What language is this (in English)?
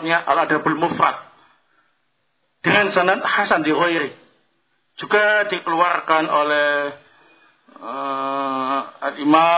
Indonesian